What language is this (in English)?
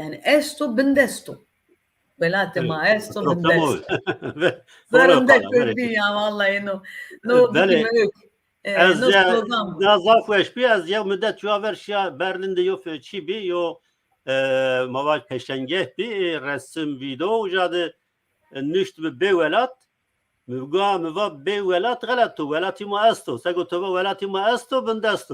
Zaza